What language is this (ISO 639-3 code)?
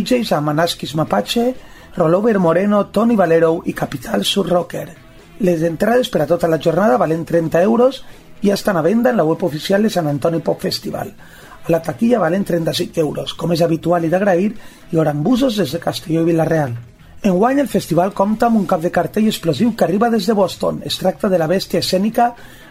cat